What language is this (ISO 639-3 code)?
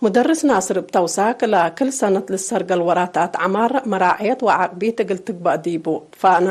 tig